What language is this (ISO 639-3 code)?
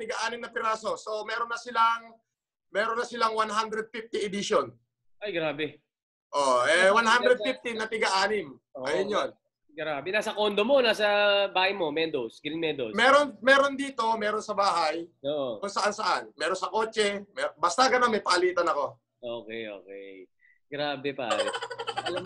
fil